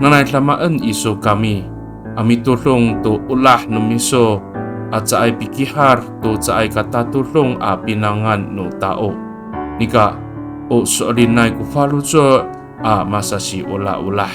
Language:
Amis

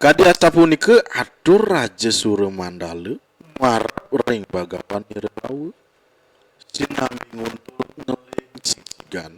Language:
Balinese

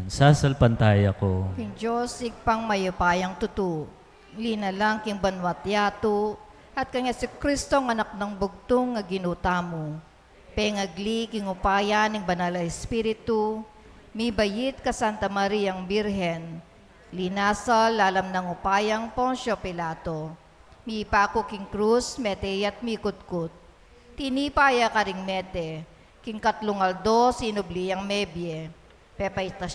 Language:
Pampanga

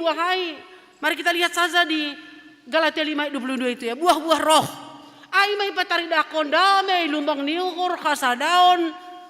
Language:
Batak Simalungun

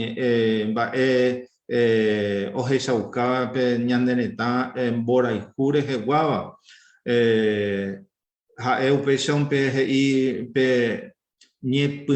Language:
Guarani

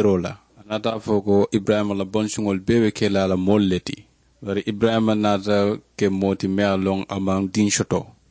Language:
Mandingo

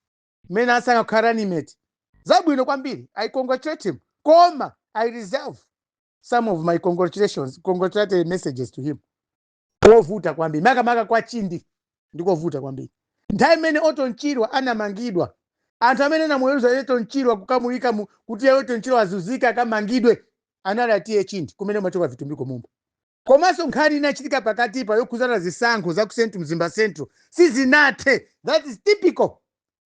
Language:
Nyanja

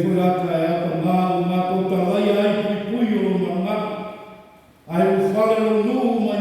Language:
Samoan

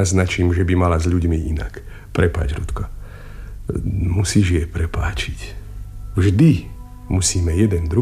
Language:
Slovak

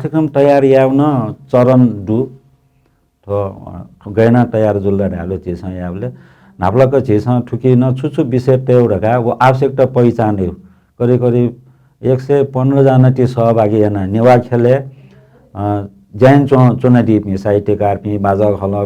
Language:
Newari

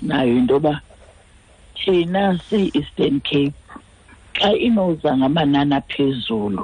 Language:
Xhosa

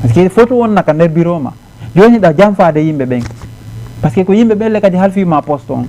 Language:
Fula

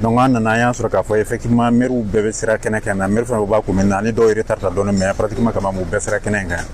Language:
Bambara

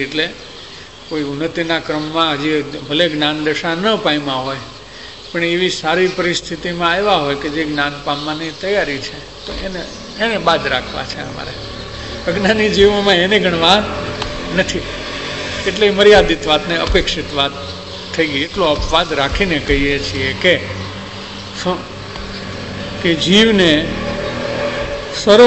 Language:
Gujarati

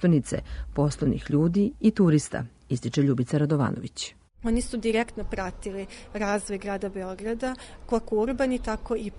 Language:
Serbian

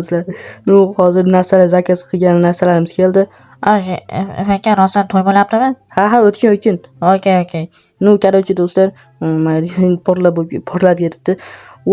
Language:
Uzbek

